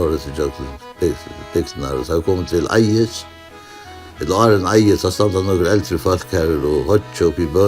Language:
Faroese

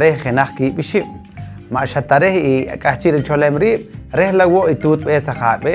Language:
Poqomchi'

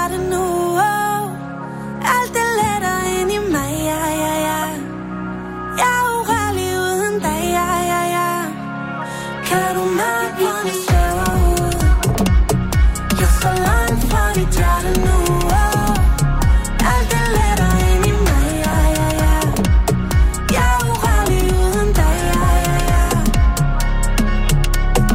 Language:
Danish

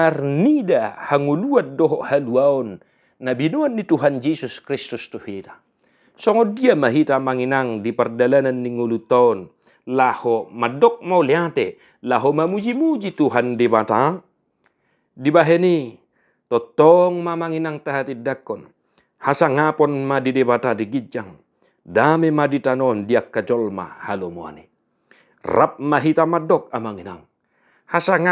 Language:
Batak Toba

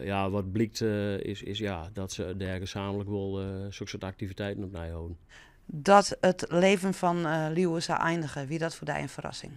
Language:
Western Frisian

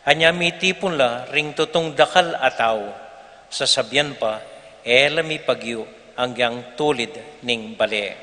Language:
Pampanga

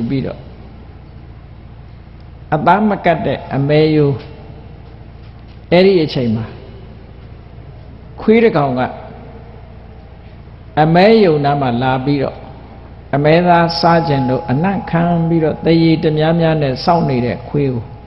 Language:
Burmese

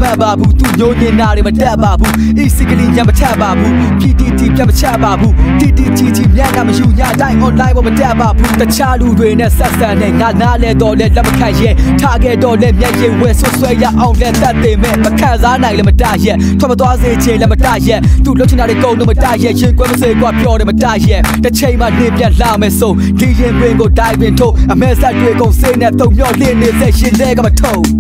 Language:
Burmese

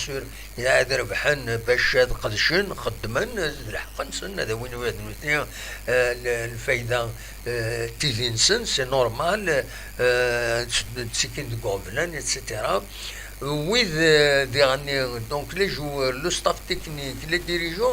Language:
Kabyle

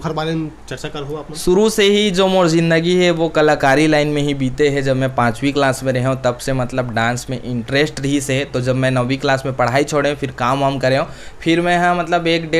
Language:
Chhattisgarhi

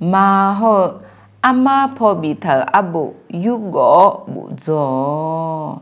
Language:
Akha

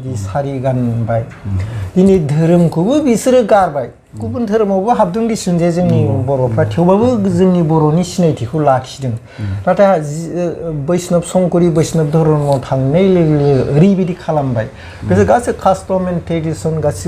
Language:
Bodo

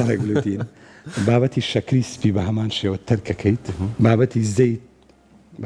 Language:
Central Kurdish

